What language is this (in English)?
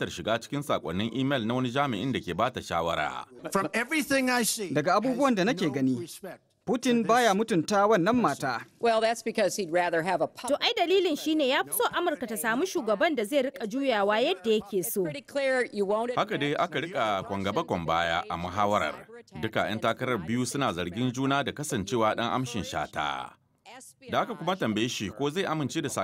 Hausa